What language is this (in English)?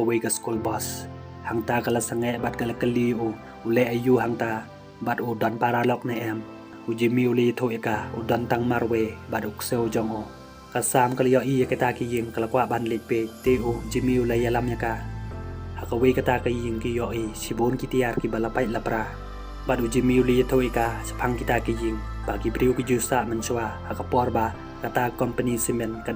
Khasi